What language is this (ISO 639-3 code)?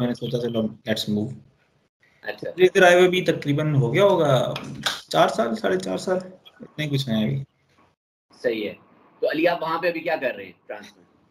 hin